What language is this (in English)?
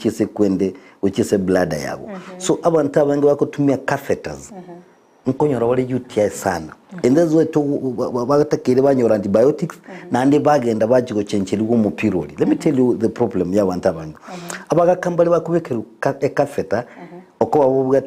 Gusii